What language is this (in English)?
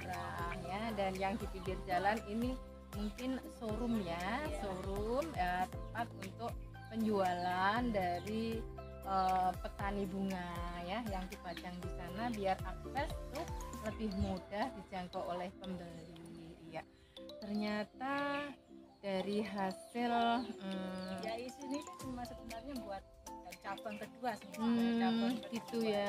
Indonesian